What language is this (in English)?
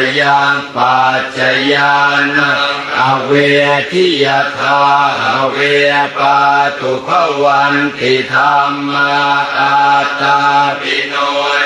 Pali